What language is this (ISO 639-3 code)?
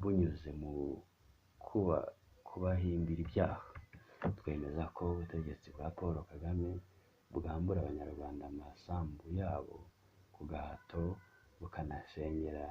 kin